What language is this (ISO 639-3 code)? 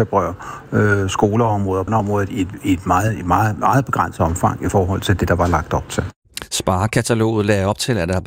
dan